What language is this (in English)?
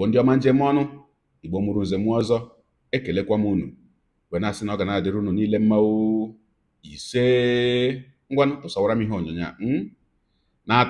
Igbo